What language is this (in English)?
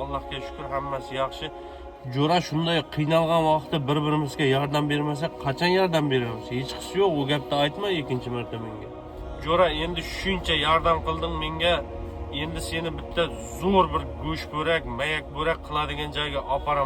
Uzbek